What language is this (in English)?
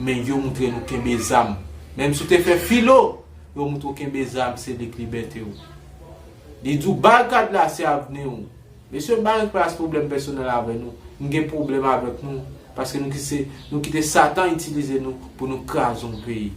Haitian Creole